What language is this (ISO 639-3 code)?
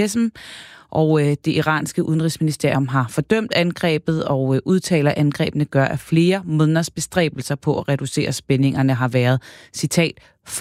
dan